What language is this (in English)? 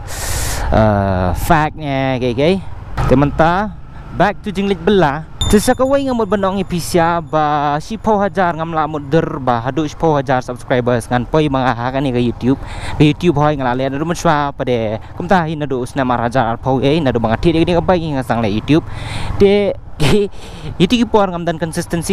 Khasi